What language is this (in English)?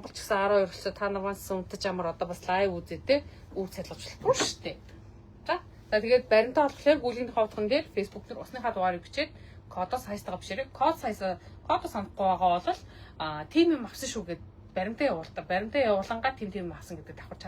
Mongolian